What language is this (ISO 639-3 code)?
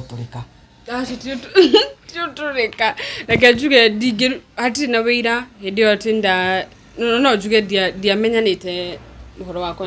kik